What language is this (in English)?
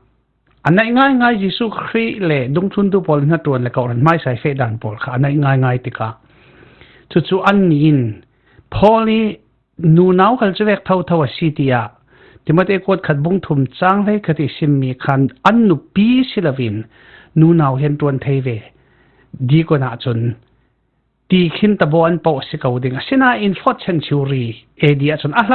Falam Chin